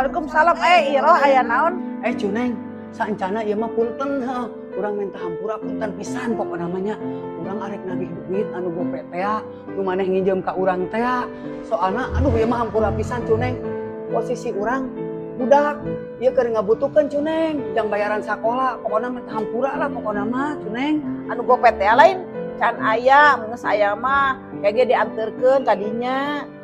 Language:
Sundanese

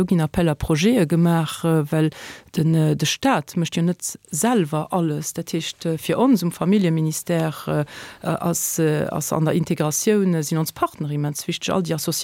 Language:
Luxembourgish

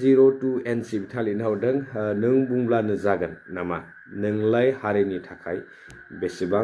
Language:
Bodo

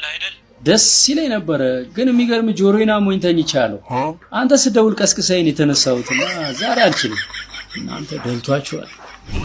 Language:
Amharic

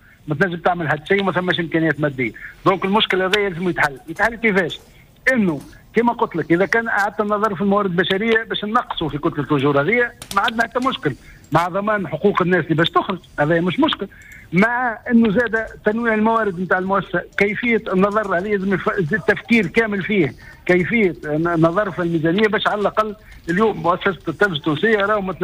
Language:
Tunisian Arabic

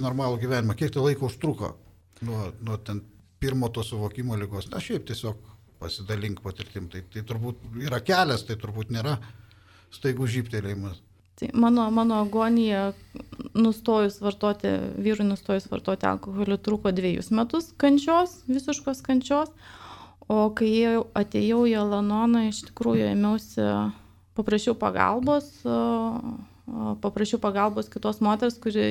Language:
Lithuanian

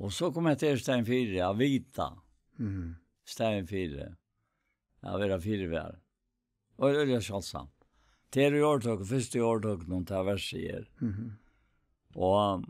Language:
Faroese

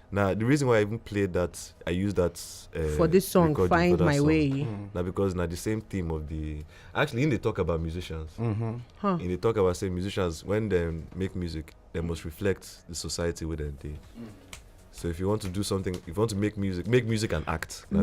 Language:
Nigerian Pidgin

